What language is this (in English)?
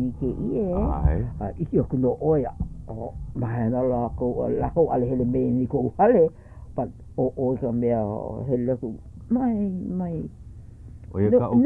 Hawaiian